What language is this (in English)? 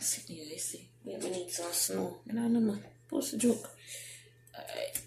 Jamaican Creole English